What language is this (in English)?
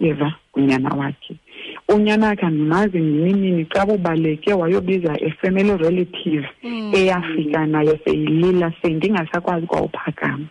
Xhosa